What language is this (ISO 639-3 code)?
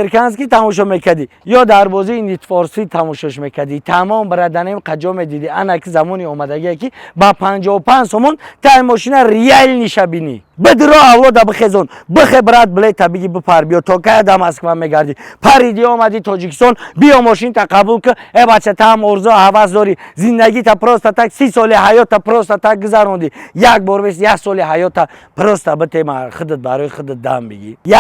tgk